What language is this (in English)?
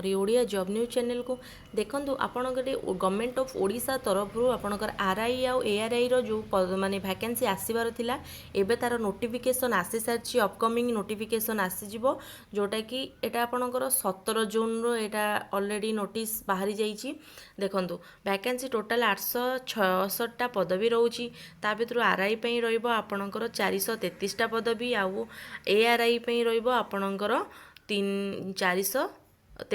Odia